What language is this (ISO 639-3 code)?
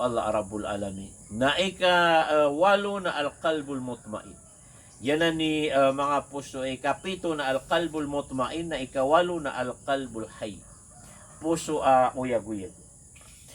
mrw